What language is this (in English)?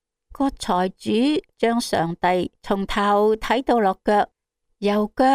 Cantonese